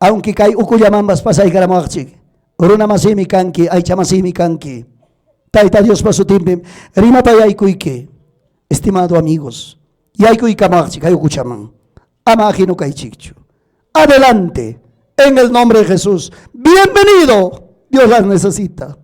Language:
Ayacucho Quechua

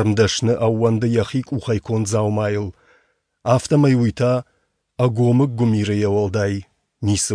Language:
Ossetic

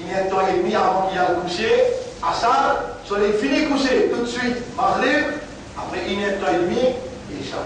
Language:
Morisyen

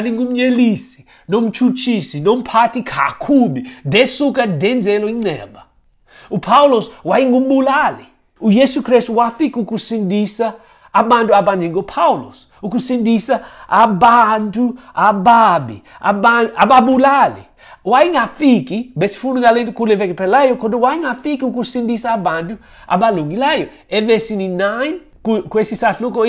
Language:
Xhosa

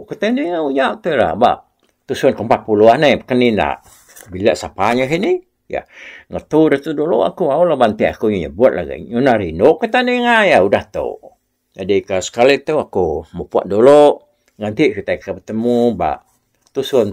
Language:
Iban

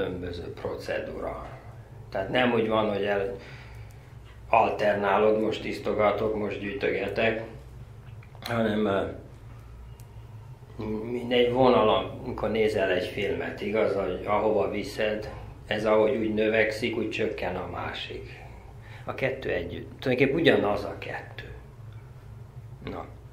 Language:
Hungarian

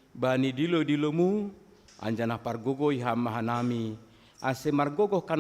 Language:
Batak Simalungun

